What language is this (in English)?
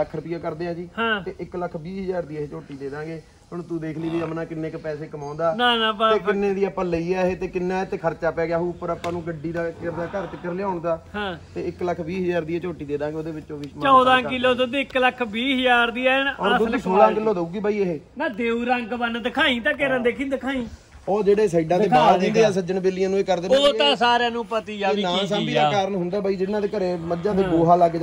Punjabi